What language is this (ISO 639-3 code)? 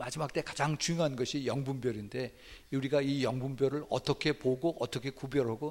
kor